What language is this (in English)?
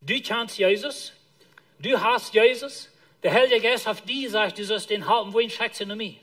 Plautdietsch